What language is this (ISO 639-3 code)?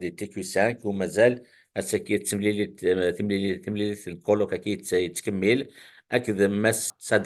kab